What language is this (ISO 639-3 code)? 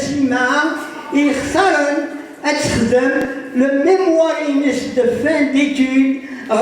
kab